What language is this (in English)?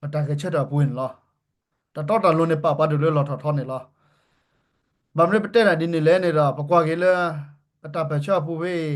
S'gaw Karen